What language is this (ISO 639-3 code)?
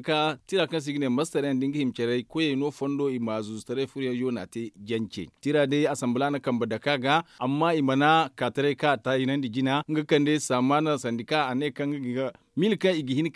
dje